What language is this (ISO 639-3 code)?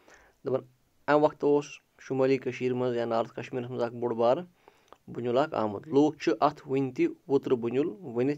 kas